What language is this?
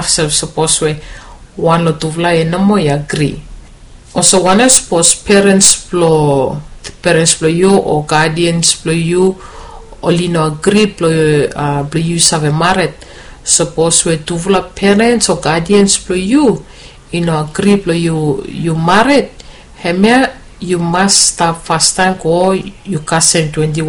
Bislama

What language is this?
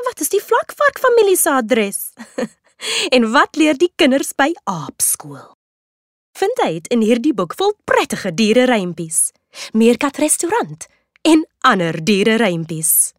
Afrikaans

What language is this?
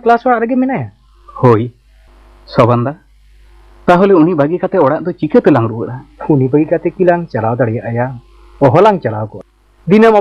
Santali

